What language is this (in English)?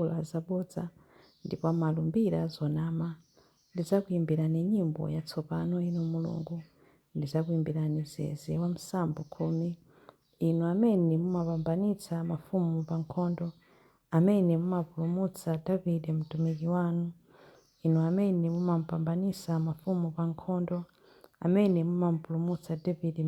Nyanja